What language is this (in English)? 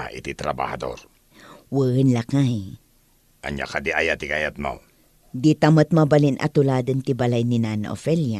Iloko